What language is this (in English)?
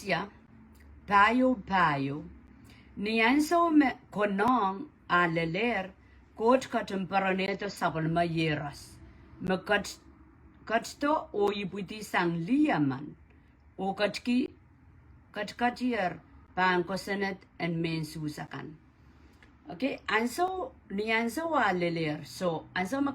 Pohnpeian